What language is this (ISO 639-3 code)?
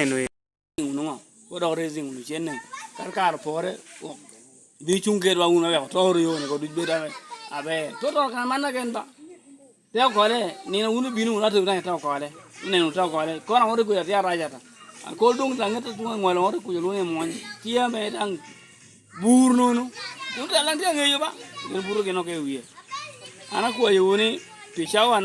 laj